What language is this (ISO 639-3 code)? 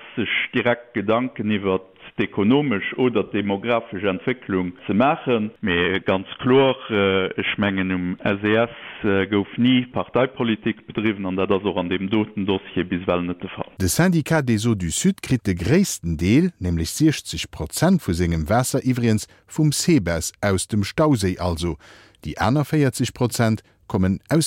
ltz